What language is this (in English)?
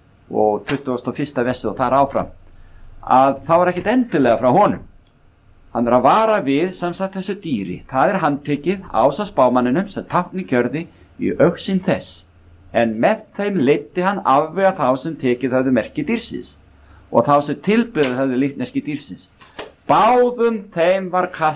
Icelandic